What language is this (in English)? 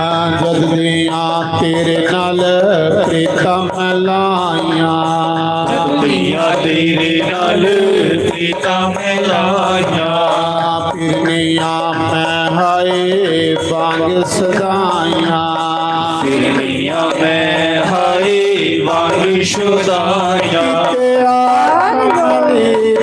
Dogri